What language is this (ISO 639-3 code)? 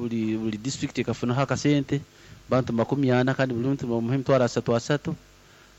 nyn